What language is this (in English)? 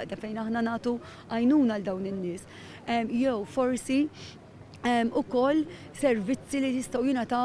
Maltese